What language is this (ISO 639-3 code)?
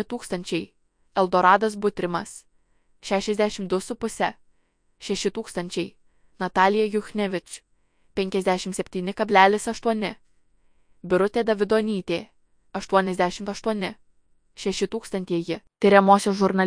lit